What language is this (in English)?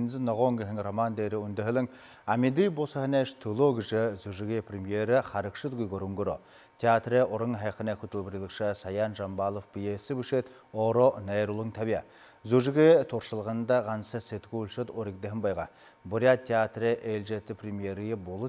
Buriat